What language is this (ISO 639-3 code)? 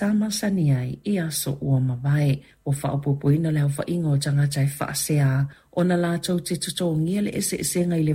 smo